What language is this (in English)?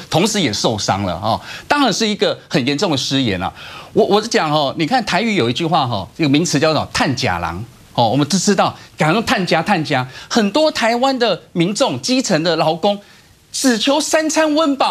Chinese